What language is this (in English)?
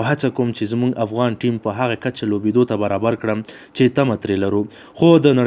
Pashto